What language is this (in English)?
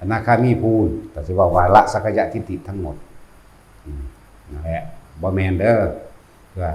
Northeastern Thai